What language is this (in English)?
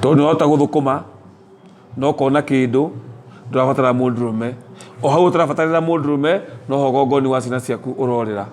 Kikuyu